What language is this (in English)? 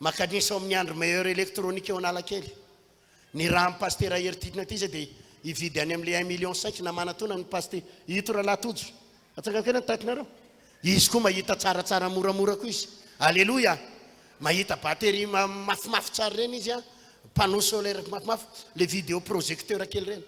Malagasy